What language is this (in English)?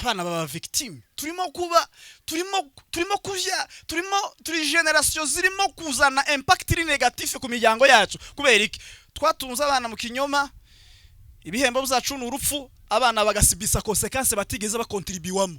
Kinyarwanda